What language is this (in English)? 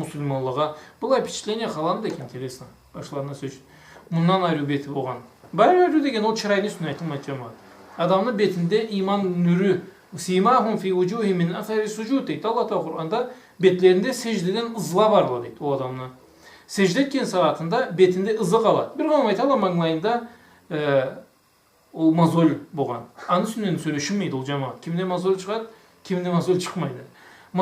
Karachay-Balkar